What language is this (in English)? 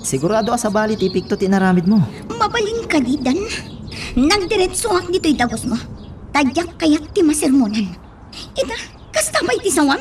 Iloko